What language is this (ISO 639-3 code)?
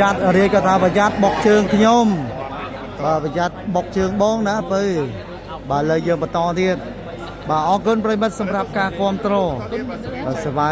khm